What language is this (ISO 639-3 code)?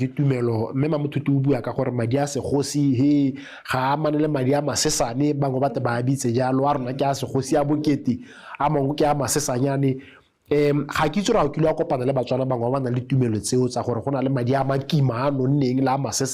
tsn